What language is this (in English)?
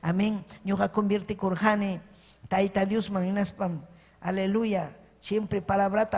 Ayacucho Quechua